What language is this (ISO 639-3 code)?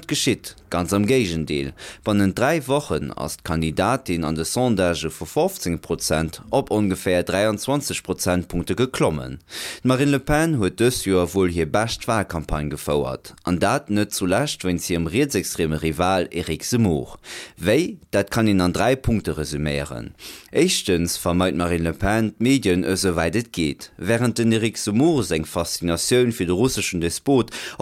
ltz